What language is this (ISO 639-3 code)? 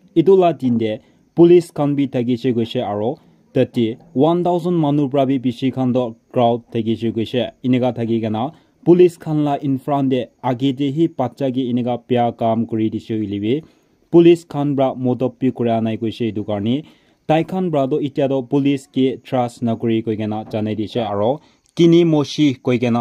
nag